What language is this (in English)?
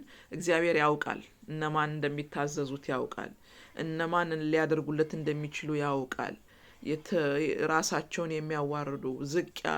Amharic